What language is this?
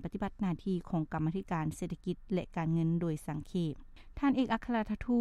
Lao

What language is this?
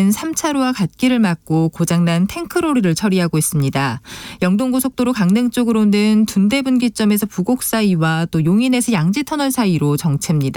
Korean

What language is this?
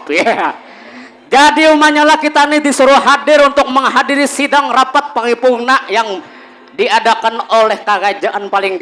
Banjar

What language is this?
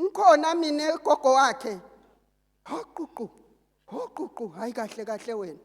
Zulu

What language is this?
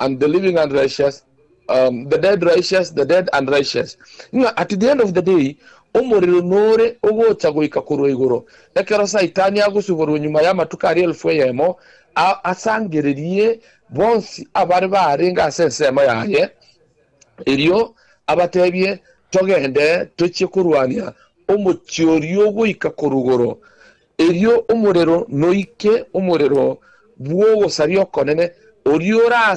Gusii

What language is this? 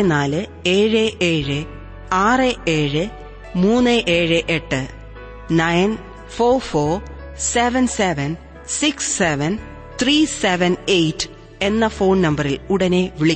Malayalam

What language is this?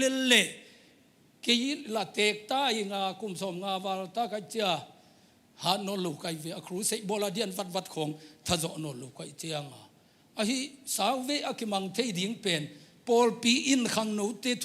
Tedim Chin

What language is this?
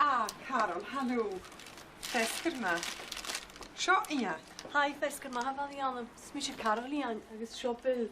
Scottish Gaelic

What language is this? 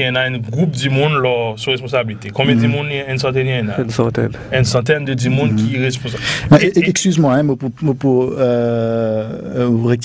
Morisyen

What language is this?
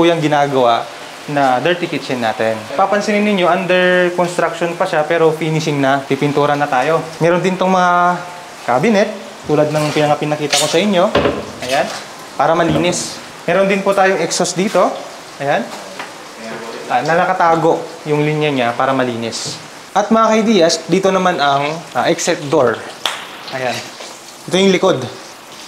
Filipino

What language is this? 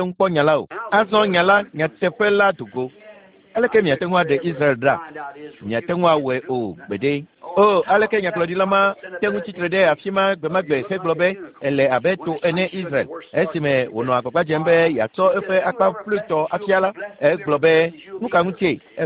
Ewe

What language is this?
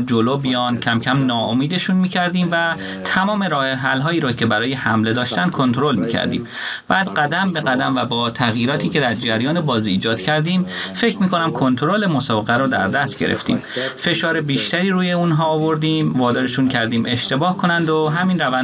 Persian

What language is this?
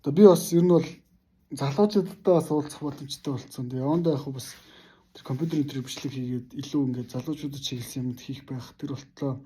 Mongolian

